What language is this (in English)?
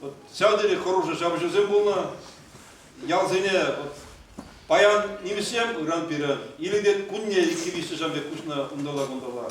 Chuvash